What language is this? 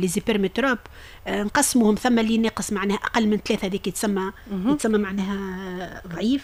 Tunisian Arabic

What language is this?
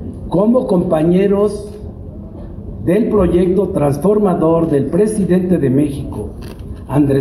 Spanish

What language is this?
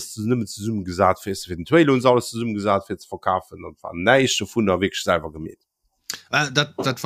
Luxembourgish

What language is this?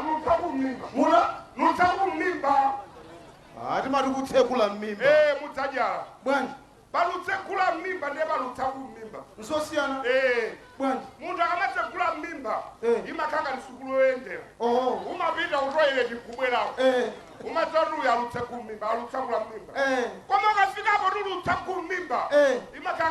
Nyanja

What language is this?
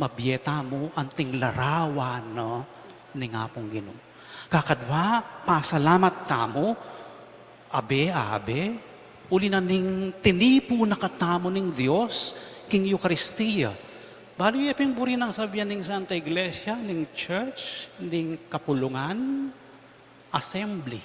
Pampanga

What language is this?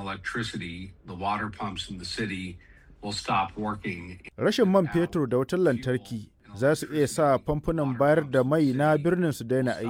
Hausa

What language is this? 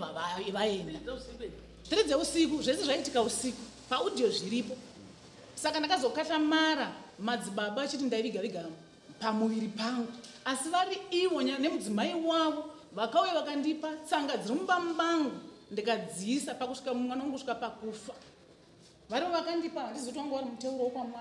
Shona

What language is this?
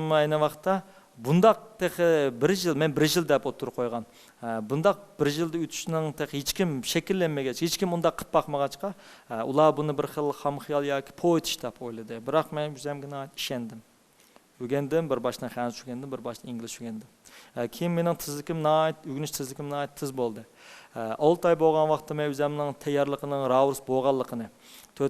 Uyghur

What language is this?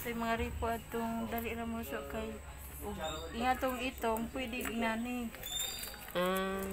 Cebuano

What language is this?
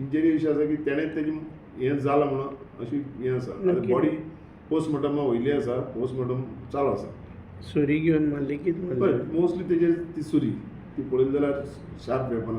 Konkani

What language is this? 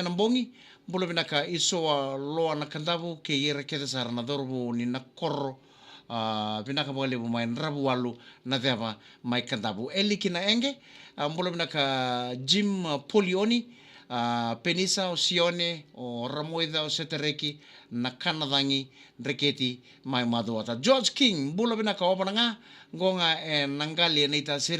Fijian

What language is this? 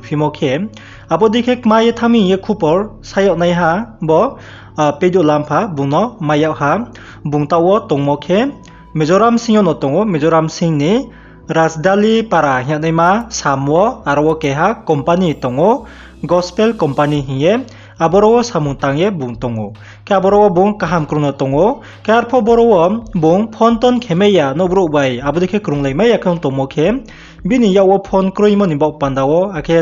Riang (India)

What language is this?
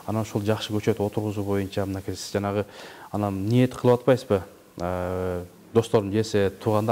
Kyrgyz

